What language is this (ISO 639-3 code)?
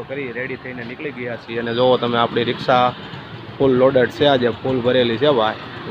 guj